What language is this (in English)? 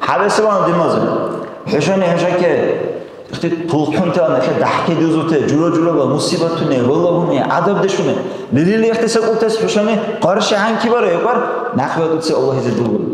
Dargwa